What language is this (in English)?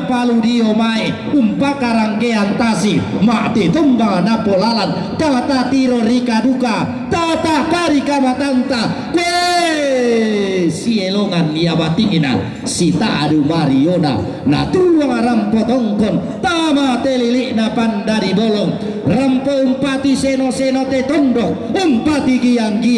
Toraja-Sa'dan